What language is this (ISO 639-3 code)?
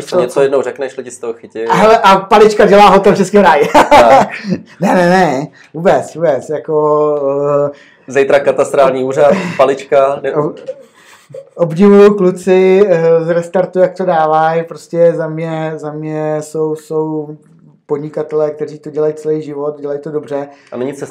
ces